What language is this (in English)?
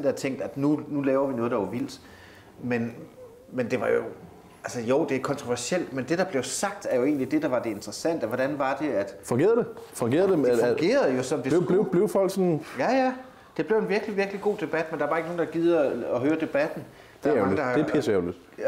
Danish